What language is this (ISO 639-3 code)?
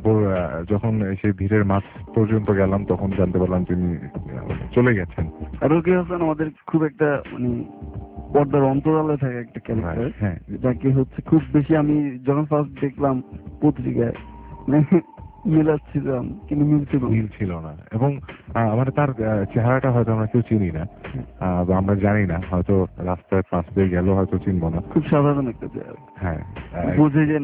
ben